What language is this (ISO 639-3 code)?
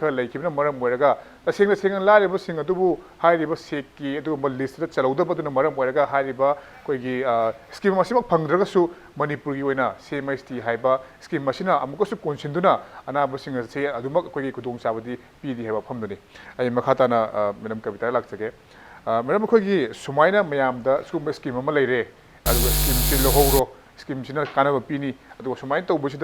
mni